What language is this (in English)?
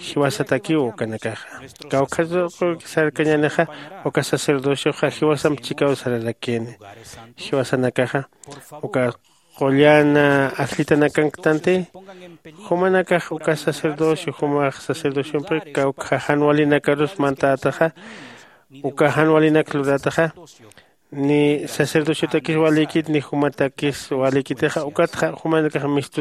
Aymara